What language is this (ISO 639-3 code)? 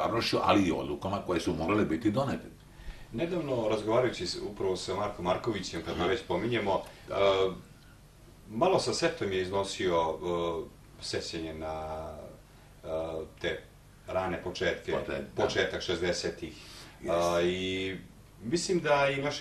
srp